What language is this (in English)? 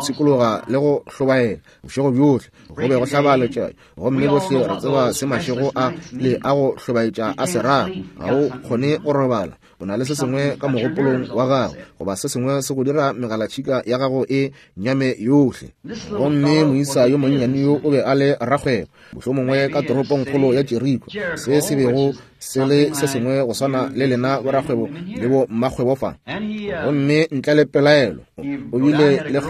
Northern Sotho